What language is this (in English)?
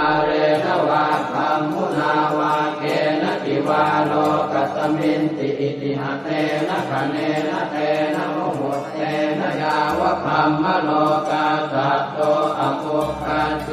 Pali